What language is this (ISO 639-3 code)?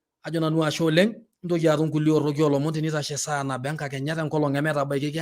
mas